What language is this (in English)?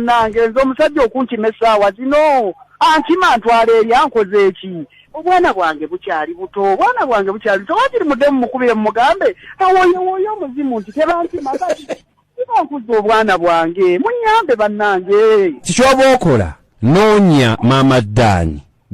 Ganda